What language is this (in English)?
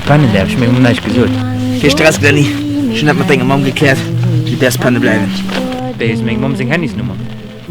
Luxembourgish